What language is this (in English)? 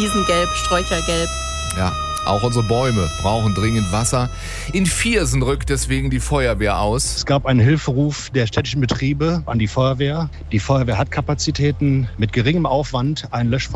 German